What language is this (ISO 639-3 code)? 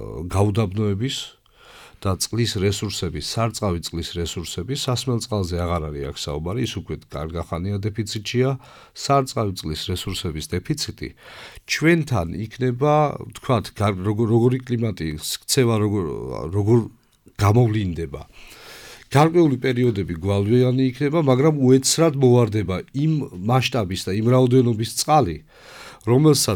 kat